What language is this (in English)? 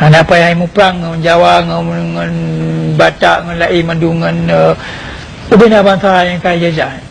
Achinese